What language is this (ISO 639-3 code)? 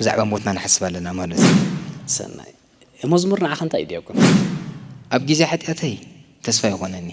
tir